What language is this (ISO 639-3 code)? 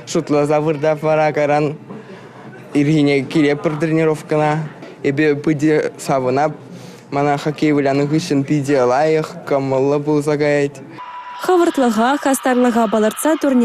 chv